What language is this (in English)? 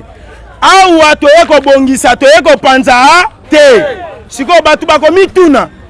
Lingala